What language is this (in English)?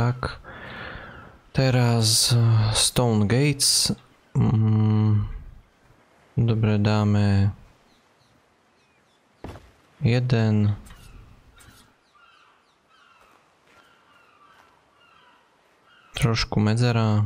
Slovak